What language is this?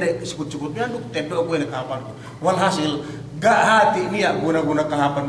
Yakan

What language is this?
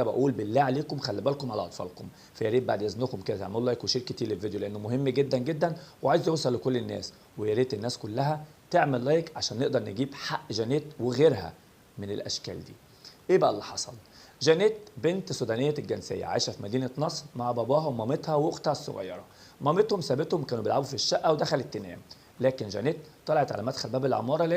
Egyptian Arabic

